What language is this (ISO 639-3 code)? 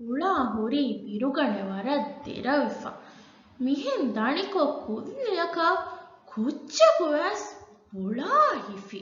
div